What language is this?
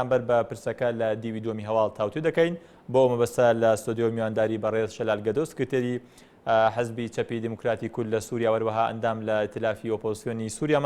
Central Kurdish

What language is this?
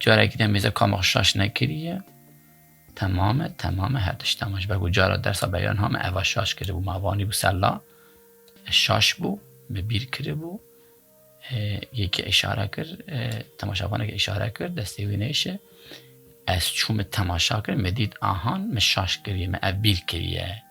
Kurdish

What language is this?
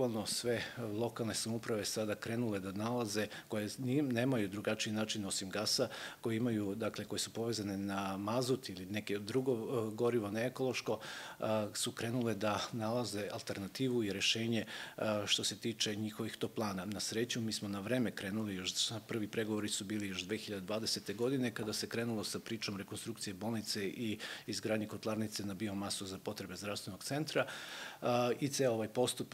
Serbian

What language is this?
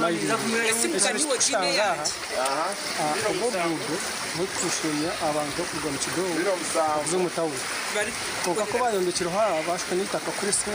Nyankole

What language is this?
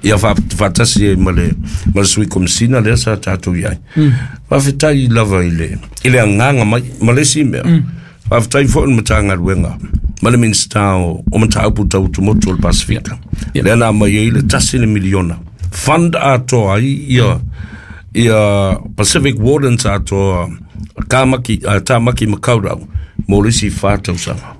Samoan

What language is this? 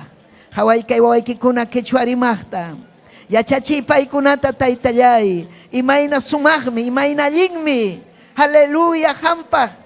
Ayacucho Quechua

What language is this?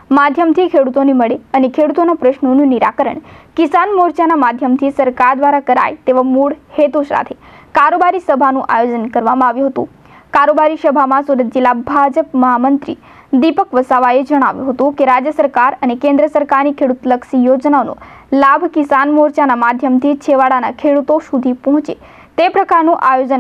Gujarati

